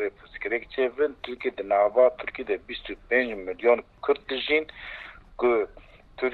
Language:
Kurdish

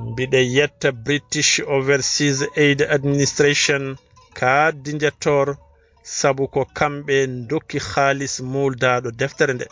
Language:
Fula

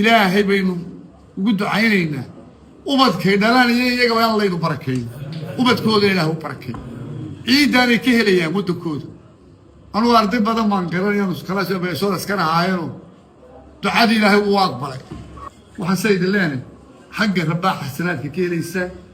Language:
Somali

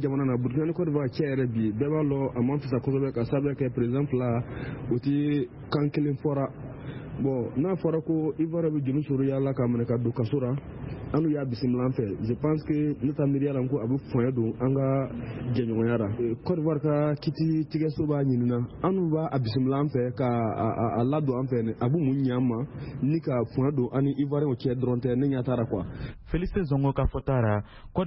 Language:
Bambara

